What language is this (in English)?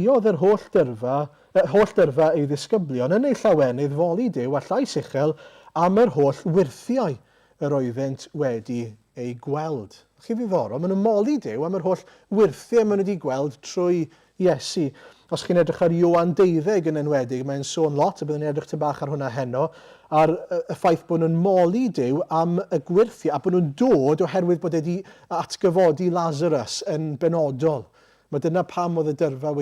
Welsh